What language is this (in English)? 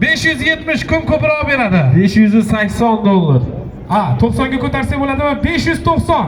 Uzbek